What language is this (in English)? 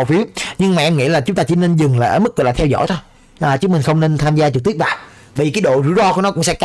Vietnamese